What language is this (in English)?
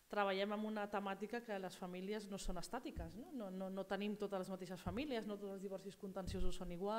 Catalan